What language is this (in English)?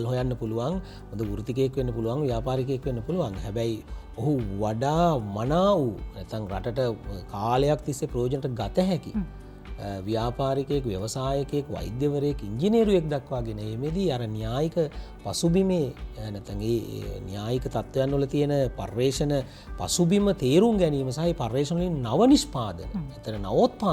Sinhala